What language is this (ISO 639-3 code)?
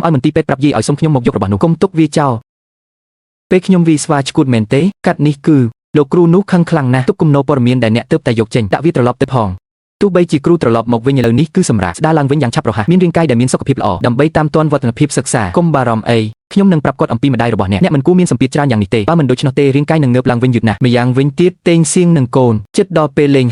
khm